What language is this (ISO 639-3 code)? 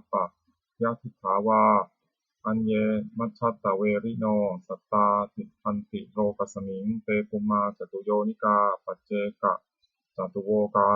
pli